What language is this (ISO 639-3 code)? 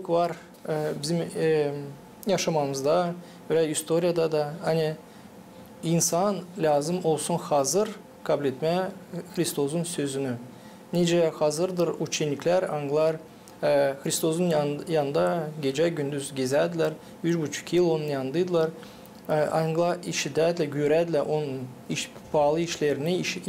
gag